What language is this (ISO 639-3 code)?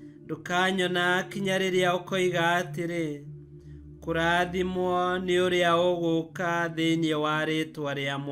kik